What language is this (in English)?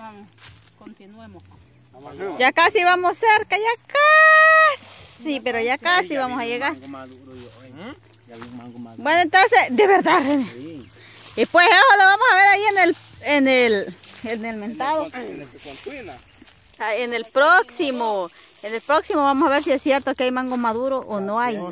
Spanish